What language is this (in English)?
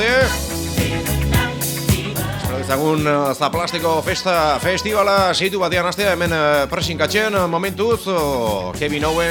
Basque